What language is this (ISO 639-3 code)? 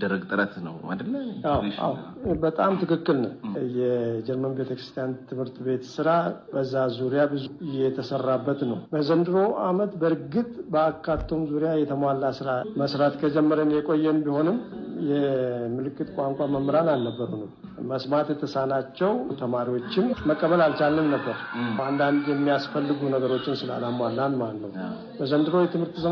amh